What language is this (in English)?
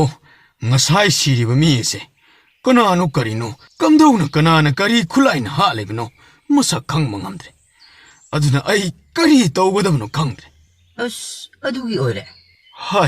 Manipuri